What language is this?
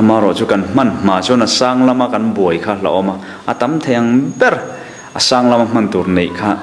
Mizo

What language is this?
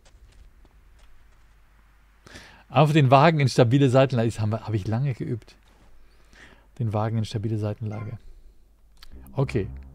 German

